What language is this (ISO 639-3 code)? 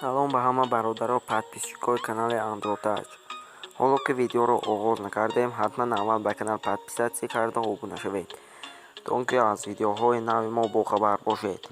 tgk